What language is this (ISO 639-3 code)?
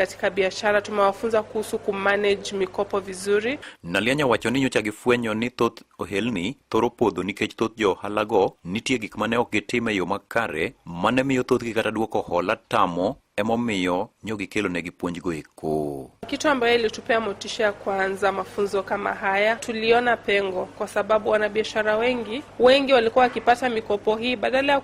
luo